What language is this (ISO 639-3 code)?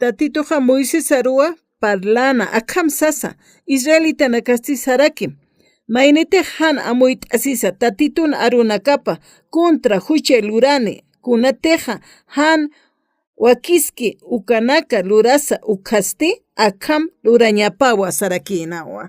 aym